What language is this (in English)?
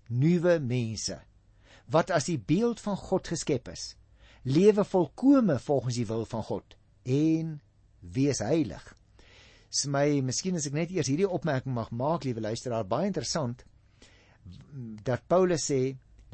Afrikaans